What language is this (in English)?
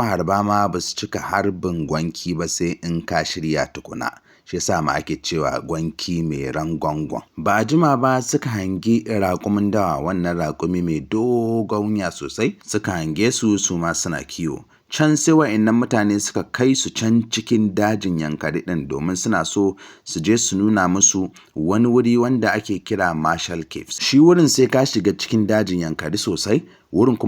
Hausa